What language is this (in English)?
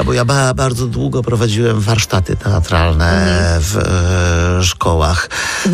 Polish